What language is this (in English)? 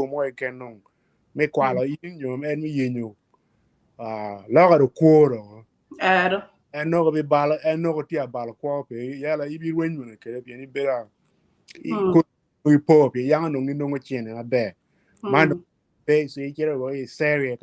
Acoli